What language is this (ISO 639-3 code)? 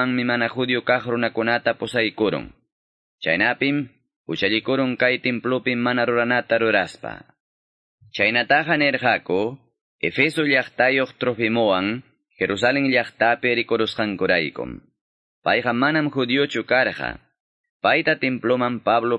quy